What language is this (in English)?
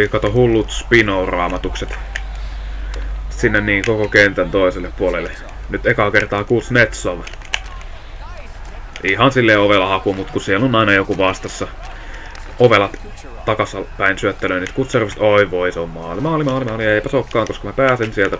Finnish